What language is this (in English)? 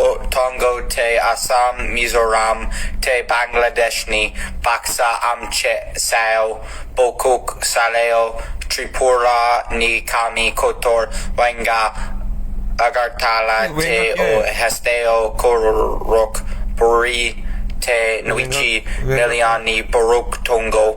Kok Borok